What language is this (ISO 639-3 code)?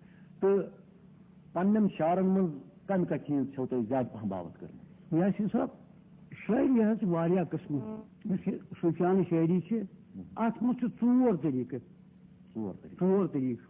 kas